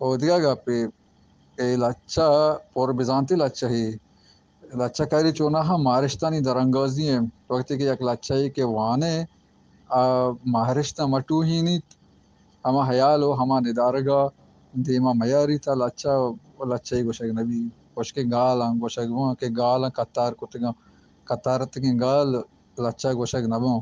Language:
Baluchi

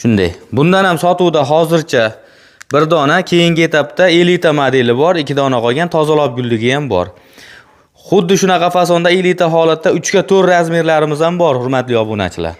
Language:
Uzbek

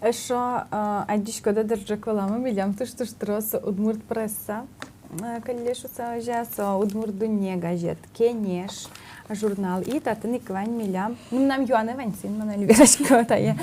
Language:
Udmurt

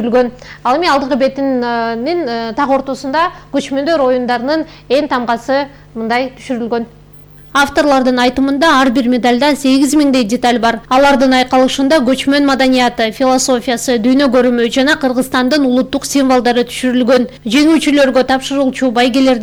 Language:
Kyrgyz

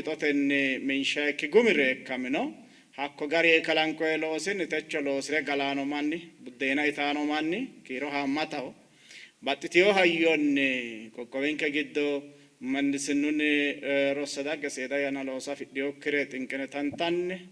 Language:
Sidamo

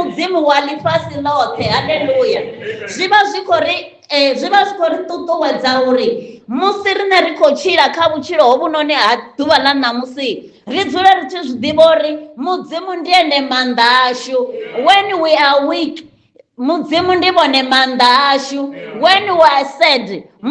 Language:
Venda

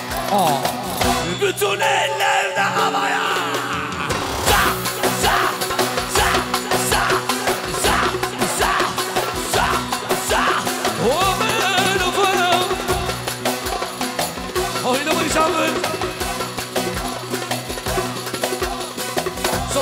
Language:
Turkish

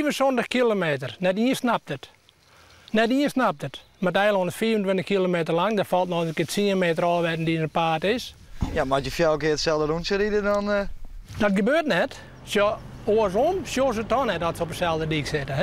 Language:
Western Frisian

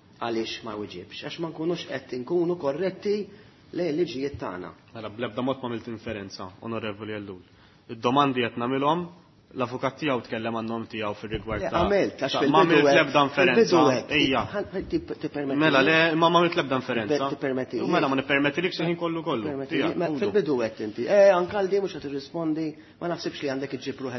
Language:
Maltese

